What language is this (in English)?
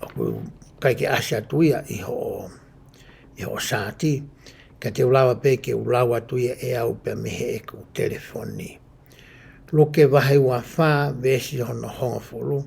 Tongan